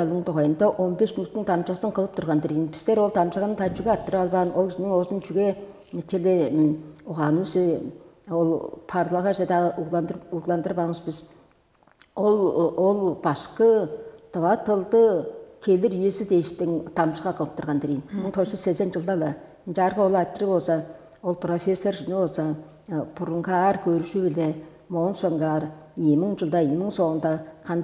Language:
Tuvinian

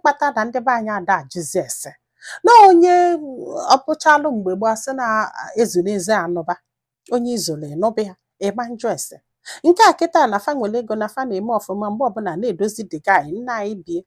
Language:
Igbo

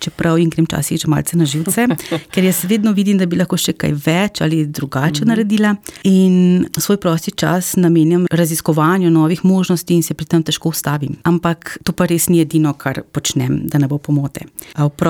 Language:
Slovenian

